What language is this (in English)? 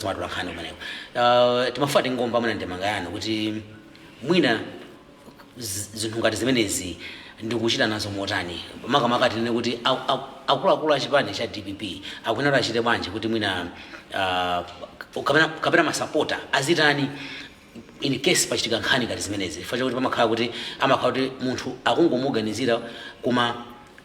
Nyanja